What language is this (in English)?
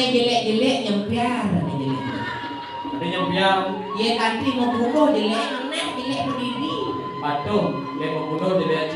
Balinese